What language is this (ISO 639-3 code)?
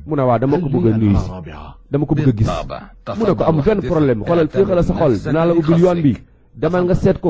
wol